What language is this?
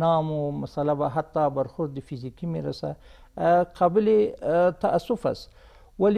Persian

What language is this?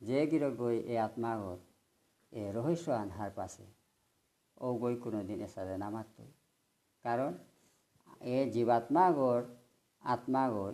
Bishnupriya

